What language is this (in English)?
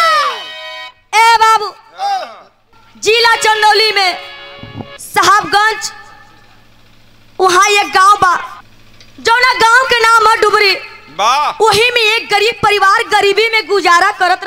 Bhojpuri